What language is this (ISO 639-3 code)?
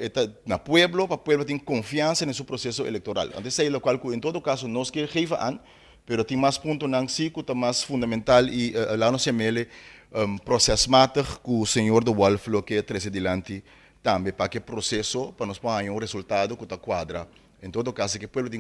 pap